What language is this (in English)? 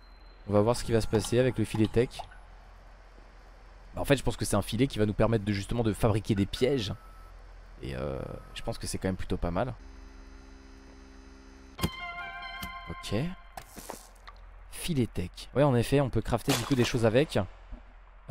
French